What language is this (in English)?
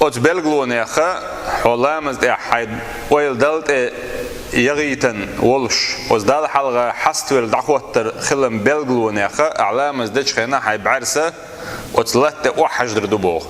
Chechen